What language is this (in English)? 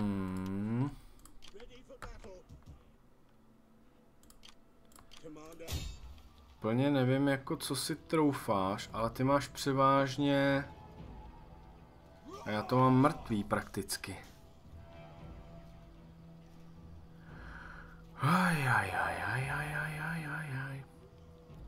Czech